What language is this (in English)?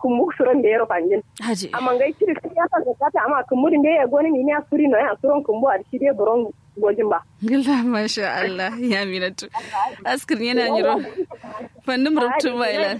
Kanuri